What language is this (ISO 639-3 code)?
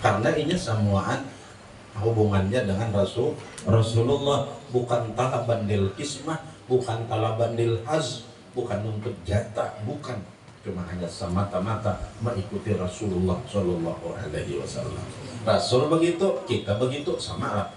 bjn